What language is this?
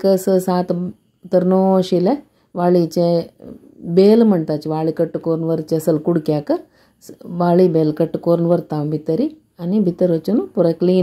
Konkani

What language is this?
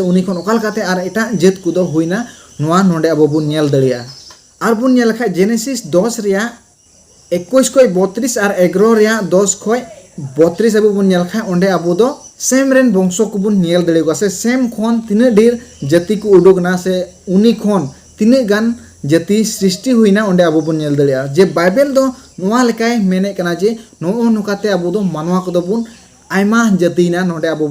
Santali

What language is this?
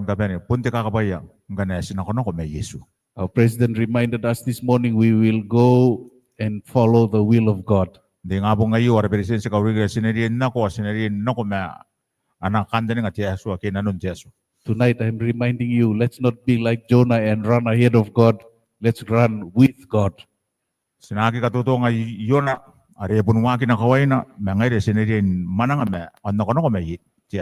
Gilbertese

